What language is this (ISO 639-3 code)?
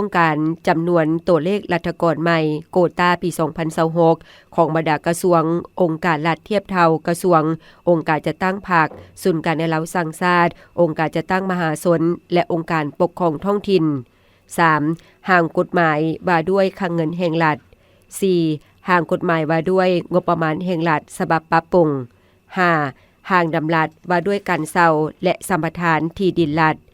lao